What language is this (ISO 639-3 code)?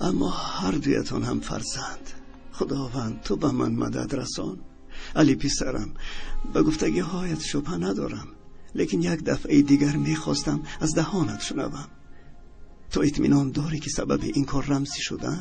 tgk